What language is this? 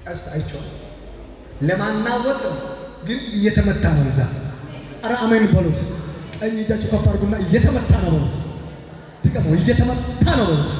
Amharic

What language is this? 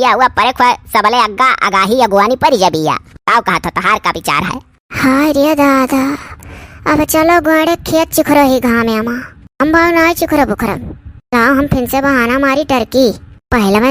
Awadhi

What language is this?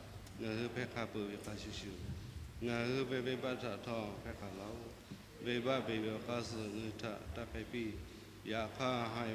Lahu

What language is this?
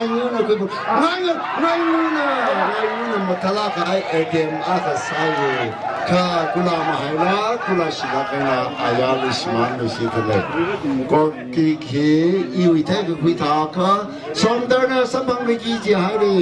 Tangkhul Naga (India)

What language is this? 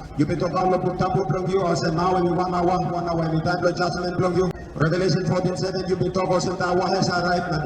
Tok Pisin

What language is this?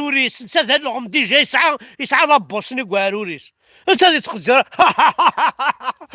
Kabyle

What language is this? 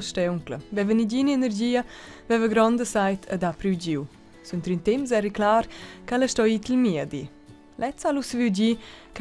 Romansh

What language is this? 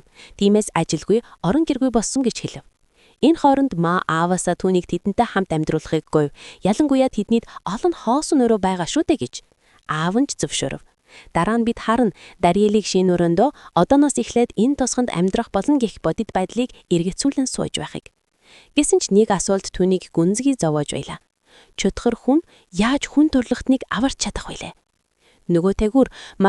Mongolian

